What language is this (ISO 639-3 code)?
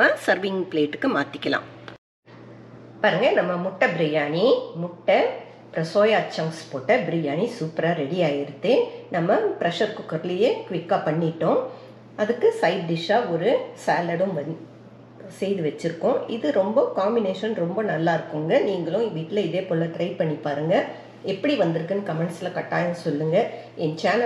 tam